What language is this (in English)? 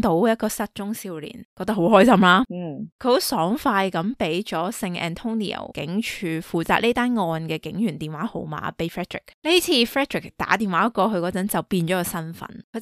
Cantonese